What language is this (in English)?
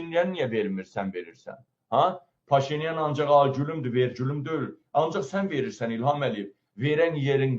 Azerbaijani